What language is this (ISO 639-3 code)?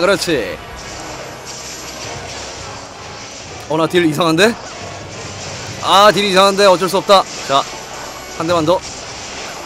kor